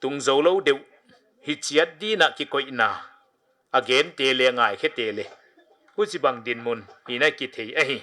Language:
Paite Chin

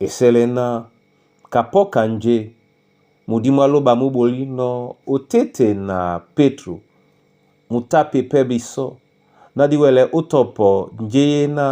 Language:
Duala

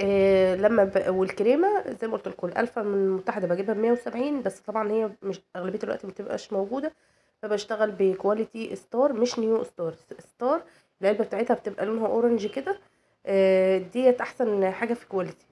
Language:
Egyptian Arabic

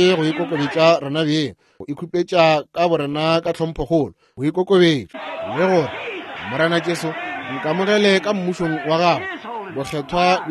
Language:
Northern Sotho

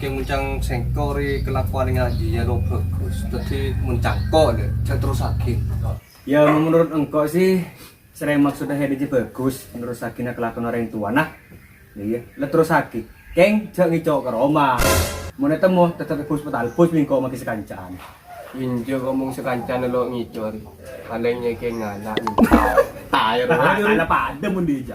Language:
Madurese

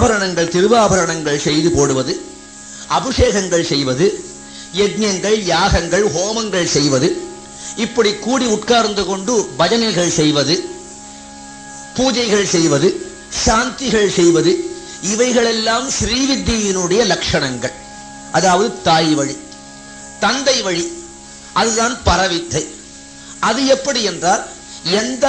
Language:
Tamil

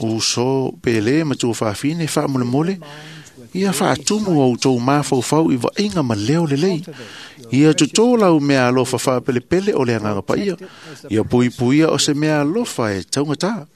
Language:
Samoan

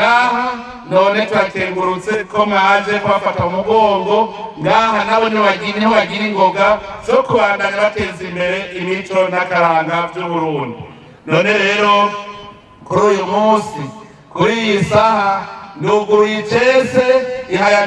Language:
Rundi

